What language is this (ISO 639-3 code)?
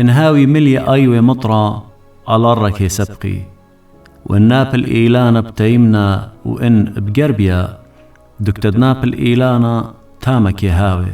aii